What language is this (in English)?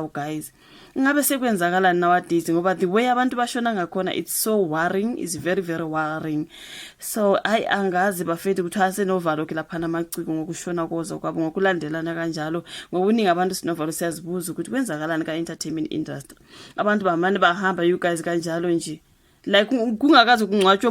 Zulu